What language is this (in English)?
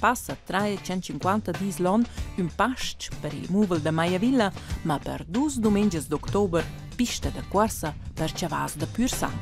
Romansh